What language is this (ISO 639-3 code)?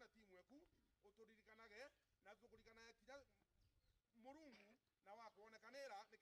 mer